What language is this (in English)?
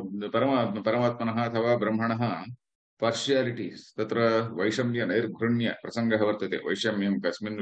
Sanskrit